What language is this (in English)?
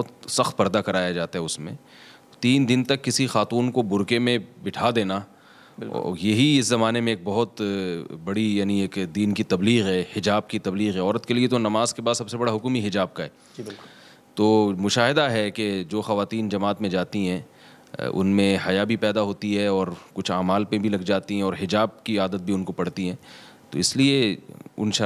Urdu